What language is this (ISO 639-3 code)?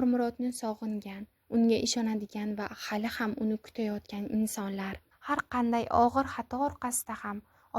uzb